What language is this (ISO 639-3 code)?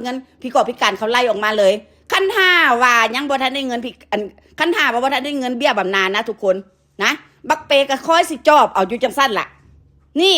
tts